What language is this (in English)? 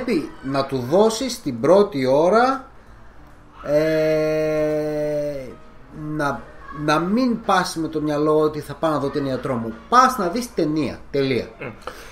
Greek